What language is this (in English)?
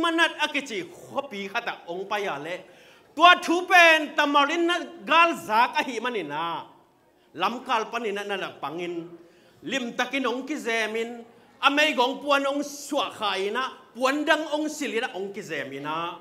Tedim Chin